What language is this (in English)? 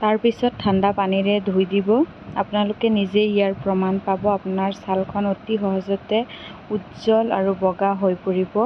Assamese